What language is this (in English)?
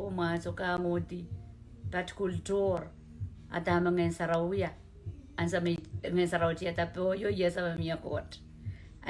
Pohnpeian